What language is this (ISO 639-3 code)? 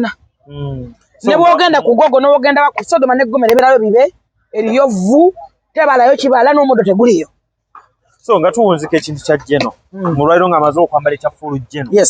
lug